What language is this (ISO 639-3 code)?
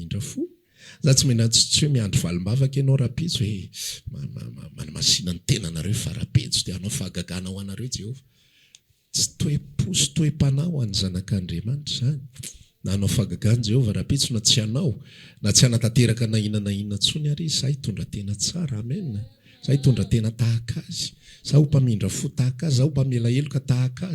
mlg